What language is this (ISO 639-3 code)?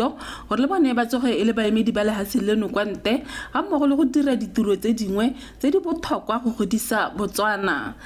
tsn